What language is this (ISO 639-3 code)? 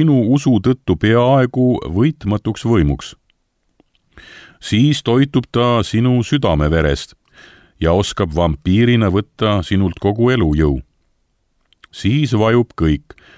est